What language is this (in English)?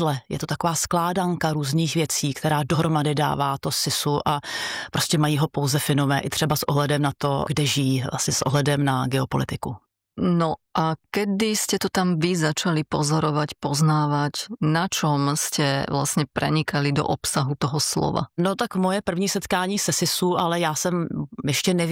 Czech